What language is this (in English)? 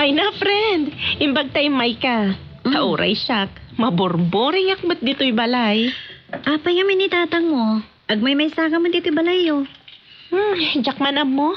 Iloko